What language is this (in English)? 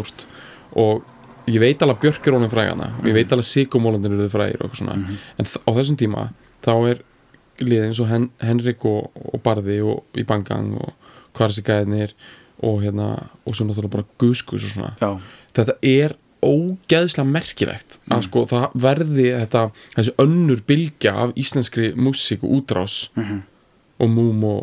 Icelandic